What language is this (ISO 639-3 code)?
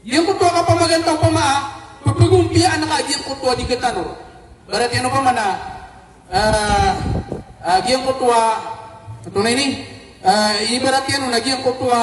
mrw